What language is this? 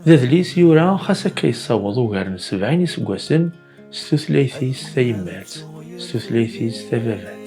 Kabyle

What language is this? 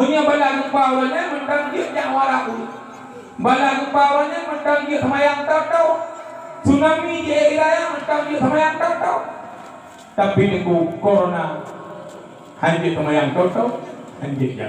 Achinese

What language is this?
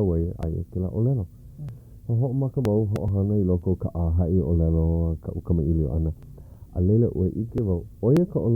Hawaiian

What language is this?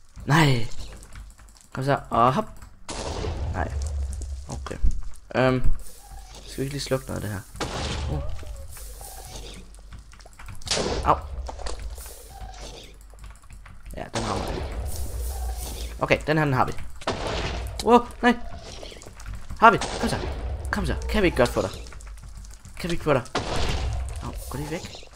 Danish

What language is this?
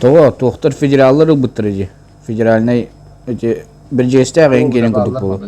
Yakut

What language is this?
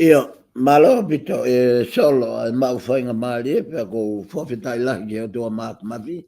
Tongan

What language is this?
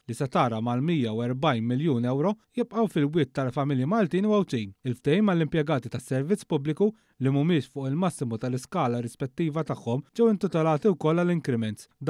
Maltese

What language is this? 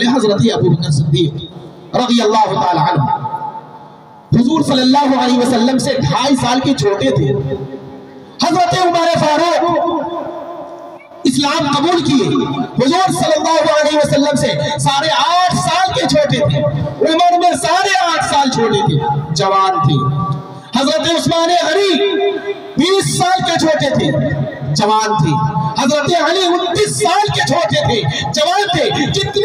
Urdu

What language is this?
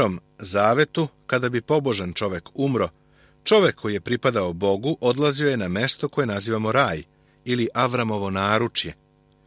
Serbian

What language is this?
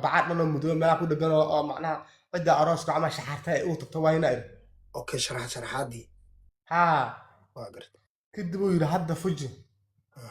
Somali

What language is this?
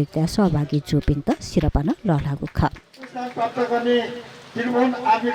Newari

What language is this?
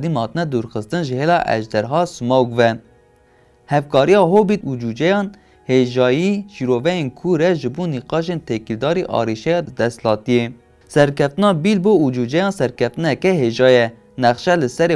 Kurdish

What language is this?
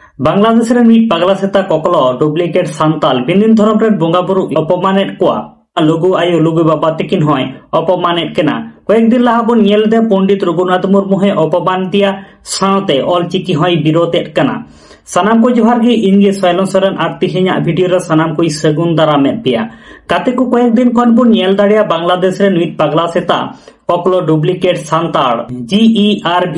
Santali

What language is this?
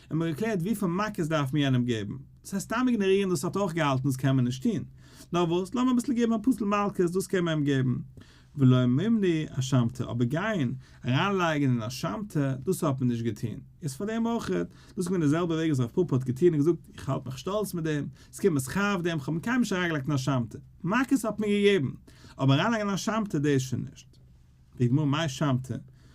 Yiddish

